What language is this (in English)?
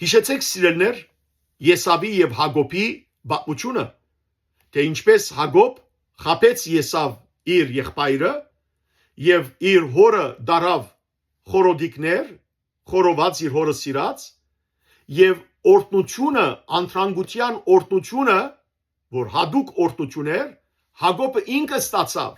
Western Armenian